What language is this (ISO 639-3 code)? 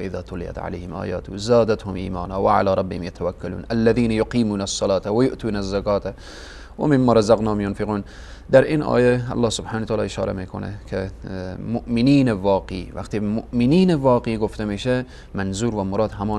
fas